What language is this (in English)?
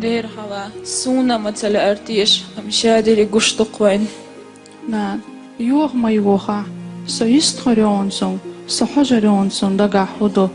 Chechen